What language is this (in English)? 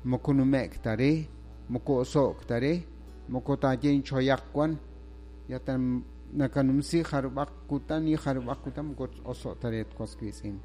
Kekchí